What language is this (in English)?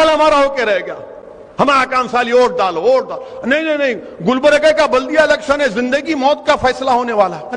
Urdu